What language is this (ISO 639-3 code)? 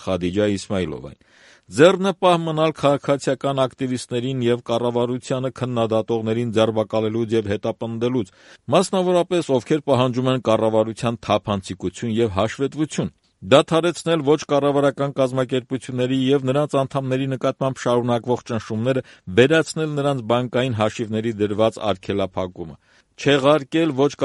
hye